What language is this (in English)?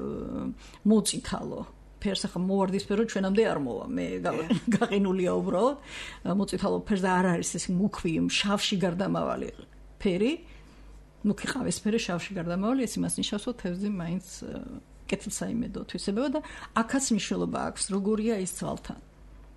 Georgian